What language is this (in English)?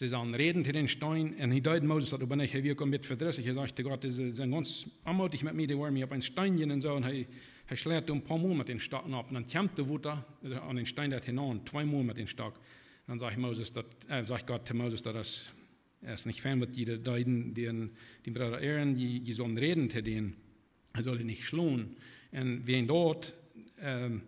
Plautdietsch